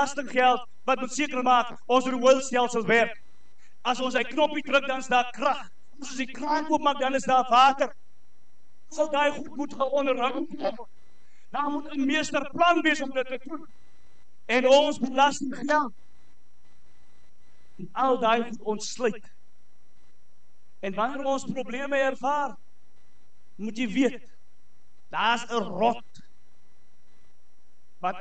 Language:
Afrikaans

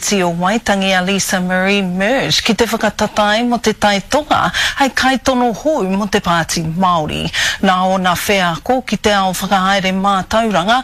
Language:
Māori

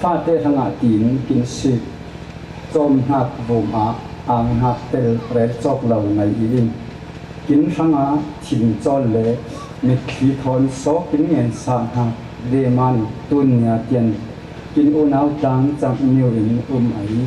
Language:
Falam Chin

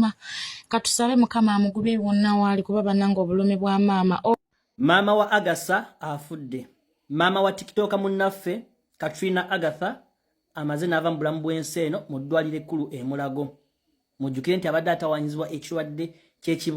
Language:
Ganda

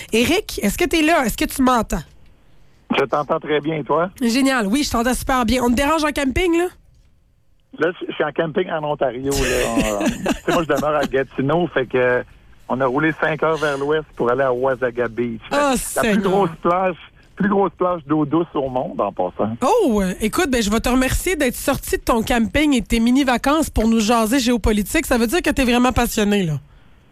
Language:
French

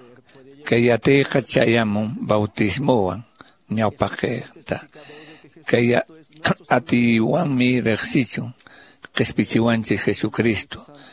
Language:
Quechua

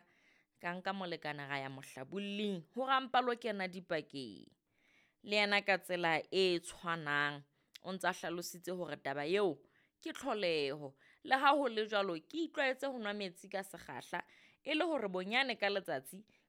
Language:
Southern Sotho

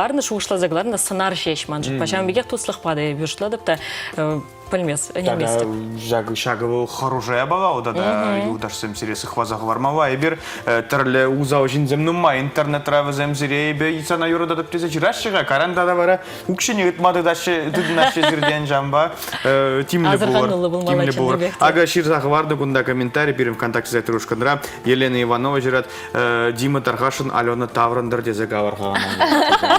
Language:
Chuvash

